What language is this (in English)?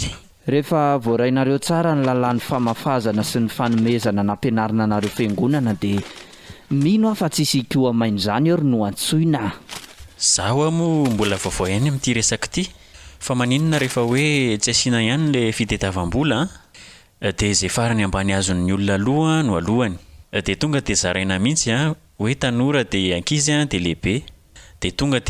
Malagasy